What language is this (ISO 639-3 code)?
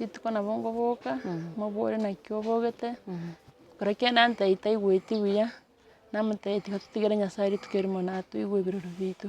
guz